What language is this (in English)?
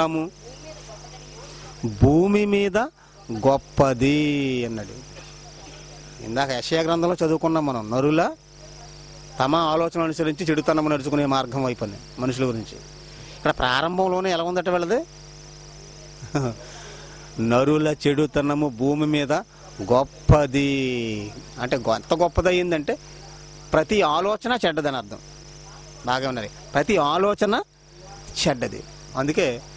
Telugu